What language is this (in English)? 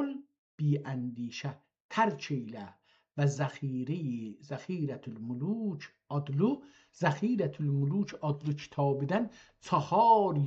South Azerbaijani